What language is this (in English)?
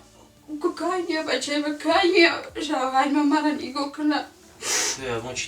Tajik